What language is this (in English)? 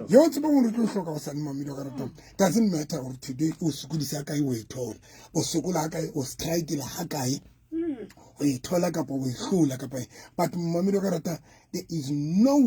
Southern Sotho